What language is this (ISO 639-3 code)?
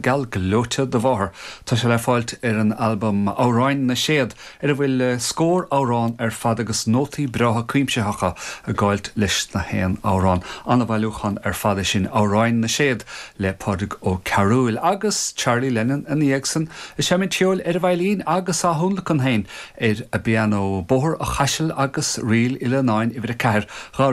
gle